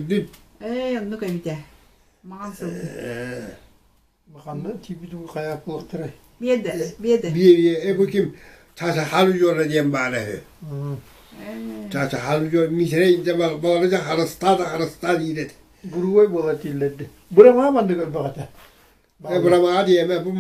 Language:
Yakut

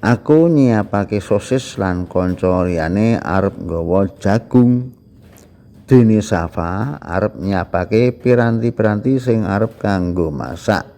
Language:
Javanese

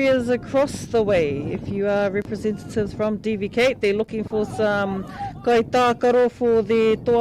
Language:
Māori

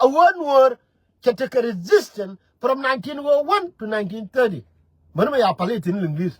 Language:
Nuer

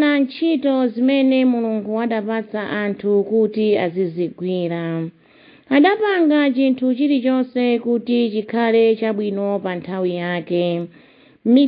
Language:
Nyanja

